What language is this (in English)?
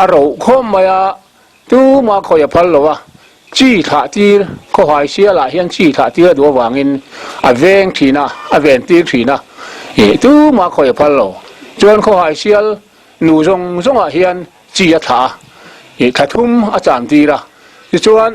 Mizo